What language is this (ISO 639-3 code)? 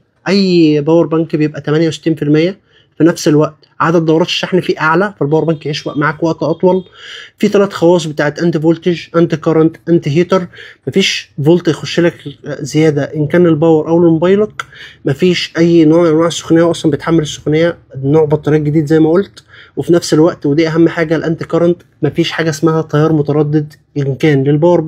arz